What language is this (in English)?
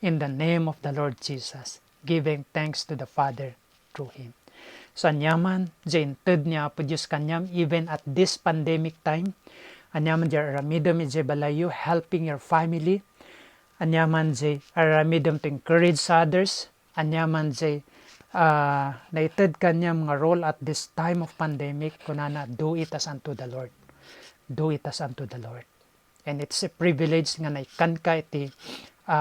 Iloko